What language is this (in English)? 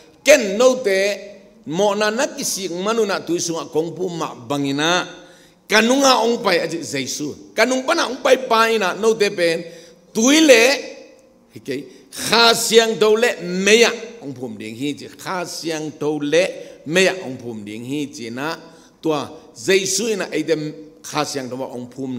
Tedim Chin